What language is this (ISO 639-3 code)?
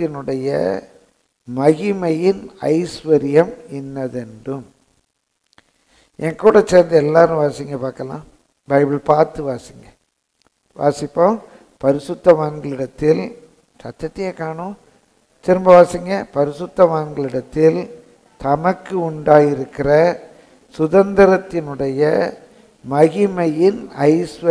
tam